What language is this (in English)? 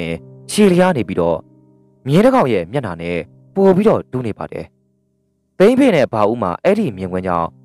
Burmese